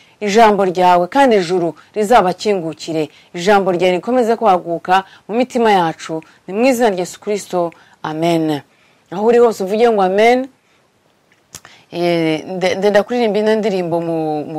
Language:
Kinyarwanda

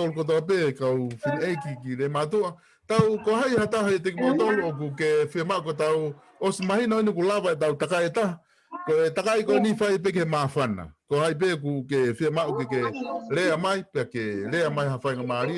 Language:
Tongan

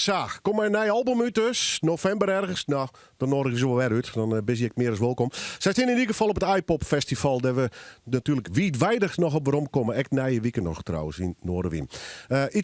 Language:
Western Frisian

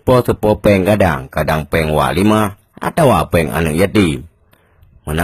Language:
Achinese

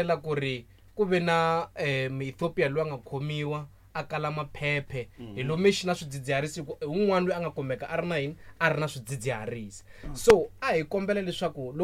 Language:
Tsonga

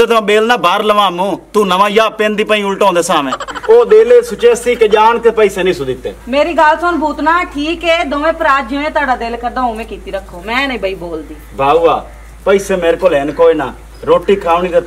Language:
Punjabi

